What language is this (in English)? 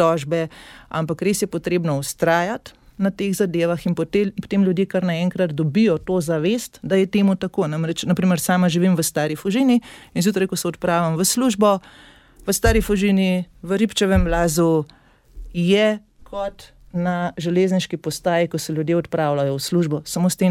Slovenian